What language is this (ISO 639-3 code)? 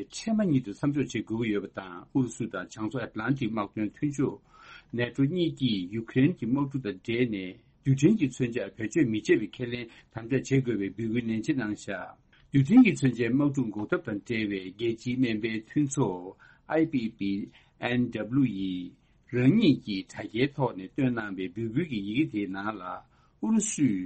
bod